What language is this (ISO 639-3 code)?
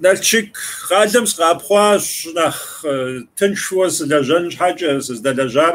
kbd